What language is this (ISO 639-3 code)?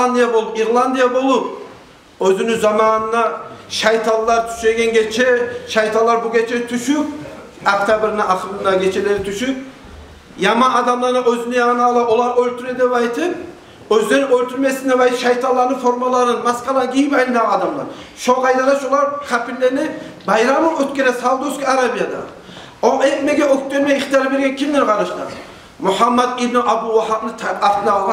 kum